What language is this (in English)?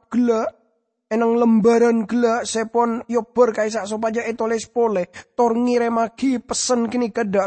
Madurese